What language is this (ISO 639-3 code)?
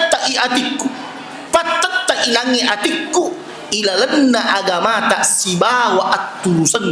bug